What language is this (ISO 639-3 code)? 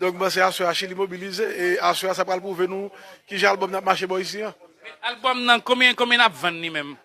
hat